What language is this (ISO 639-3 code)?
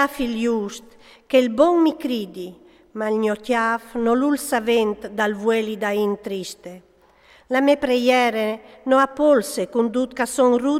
fur